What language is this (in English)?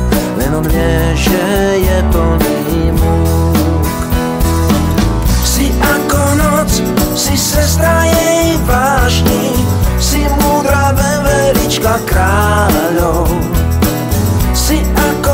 Slovak